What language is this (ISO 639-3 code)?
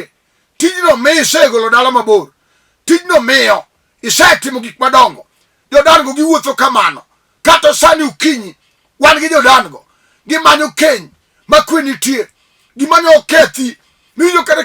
luo